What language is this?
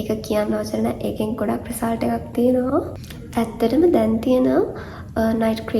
Sinhala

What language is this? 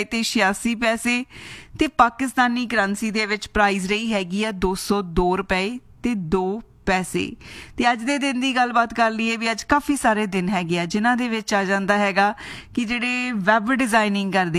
Punjabi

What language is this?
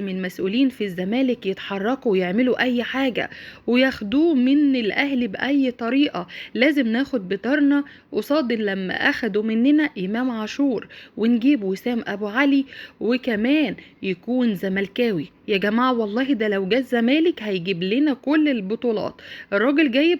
Egyptian Arabic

